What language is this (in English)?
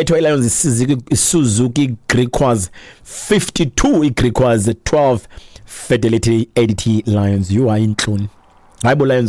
Xhosa